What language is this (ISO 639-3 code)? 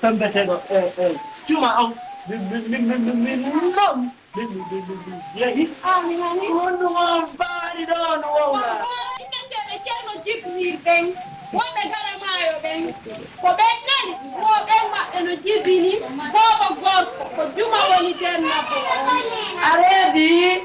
ful